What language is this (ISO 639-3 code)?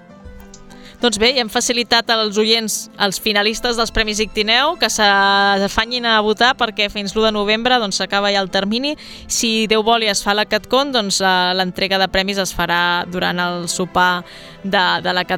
cat